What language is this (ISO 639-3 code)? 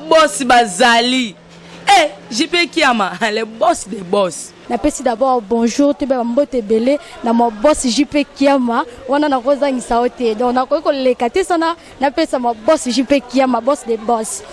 lin